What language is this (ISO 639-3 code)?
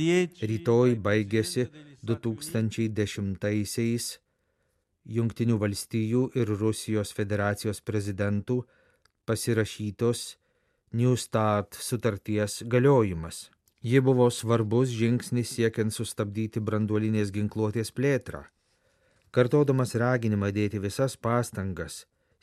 lit